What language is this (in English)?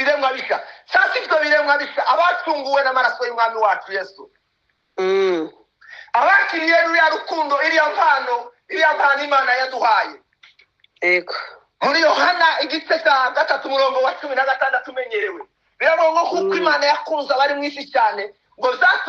Kinyarwanda